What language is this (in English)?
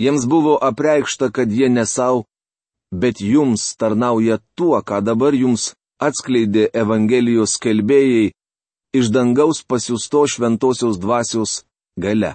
Lithuanian